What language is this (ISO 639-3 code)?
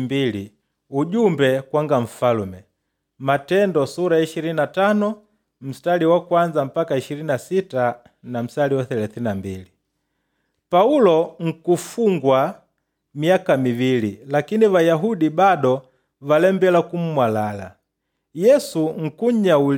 kde